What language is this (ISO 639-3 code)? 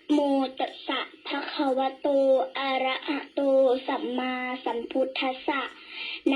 pli